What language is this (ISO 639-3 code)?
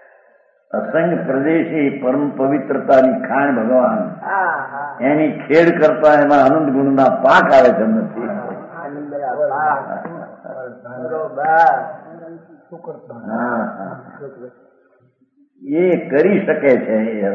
guj